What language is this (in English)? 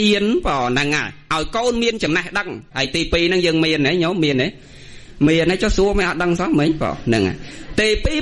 Khmer